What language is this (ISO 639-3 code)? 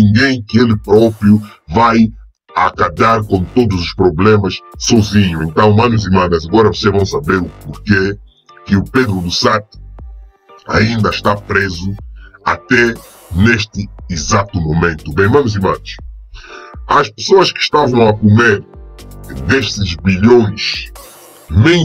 por